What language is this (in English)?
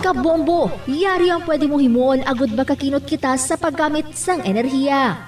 Hiligaynon